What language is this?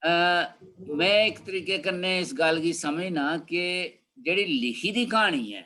Dogri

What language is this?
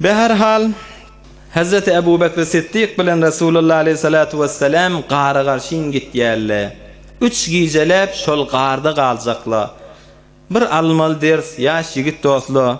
Turkmen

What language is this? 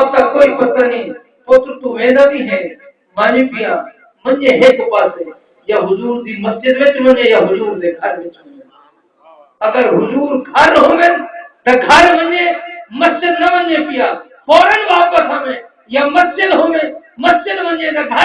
Saraiki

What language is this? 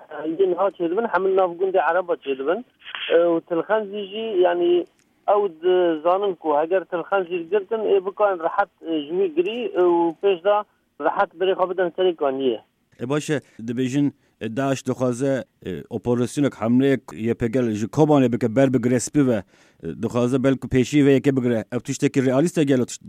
Kurdish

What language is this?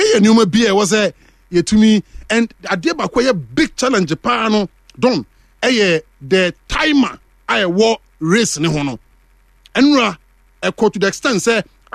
Akan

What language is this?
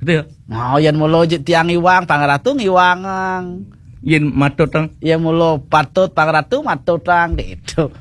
Balinese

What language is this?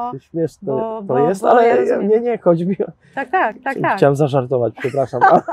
Polish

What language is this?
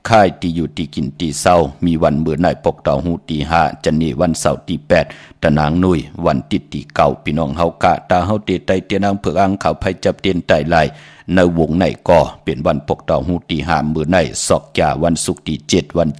Shan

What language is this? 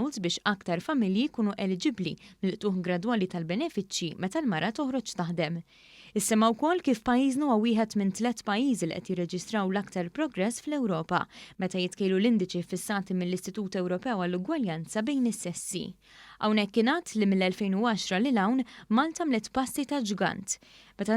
Maltese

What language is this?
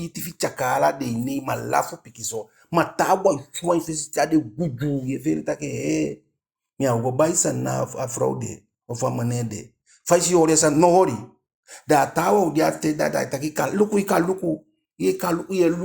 Eastern Maroon Creole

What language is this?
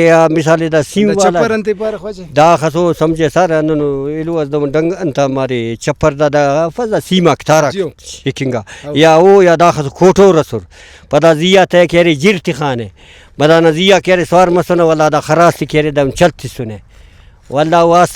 Brahui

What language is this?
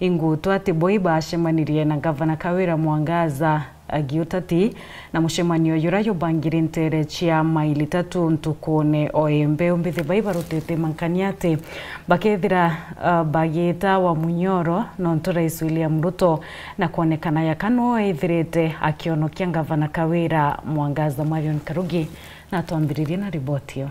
Meru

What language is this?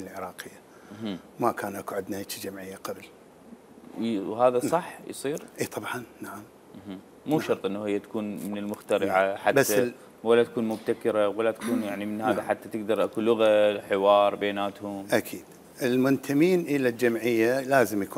Mesopotamian Arabic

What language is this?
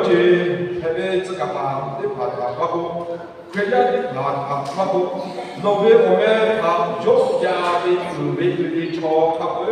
Lahu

